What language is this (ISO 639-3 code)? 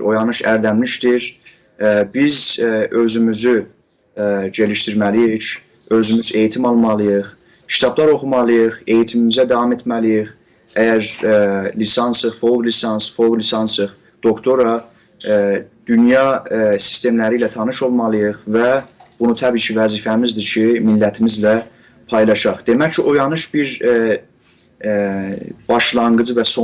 azb